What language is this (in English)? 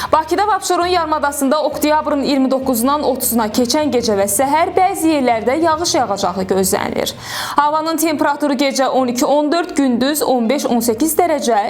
Azerbaijani